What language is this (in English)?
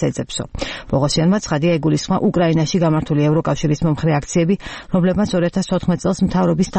Georgian